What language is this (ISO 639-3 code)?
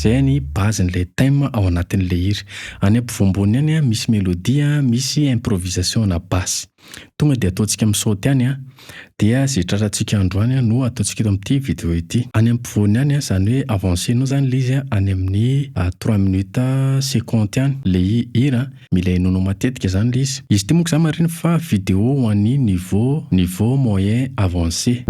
mlg